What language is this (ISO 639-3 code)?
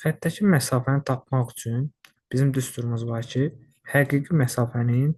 aze